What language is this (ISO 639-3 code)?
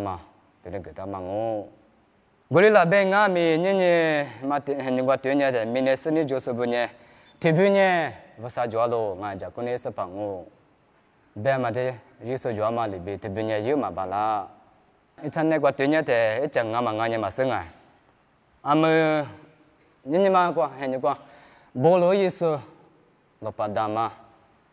lis